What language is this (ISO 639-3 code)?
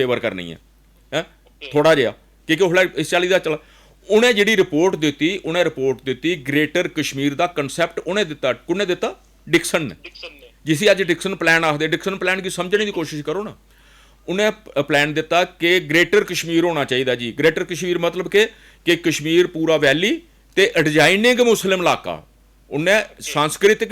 doi